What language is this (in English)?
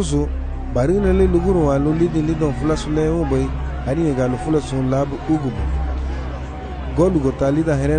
Garifuna